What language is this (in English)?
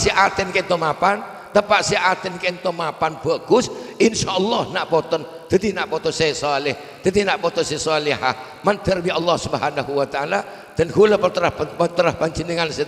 Madurese